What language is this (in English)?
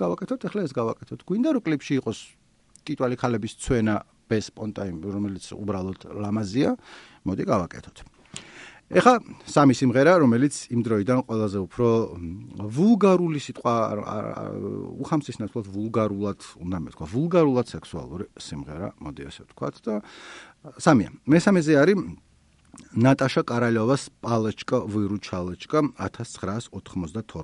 Georgian